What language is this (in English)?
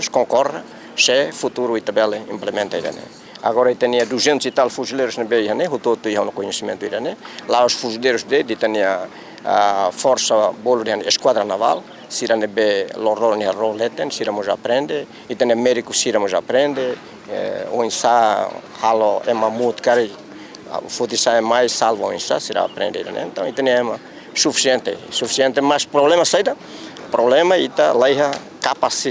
Tetum